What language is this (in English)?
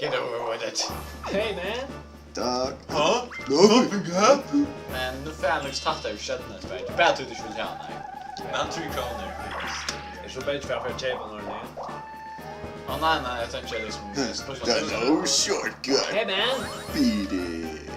Faroese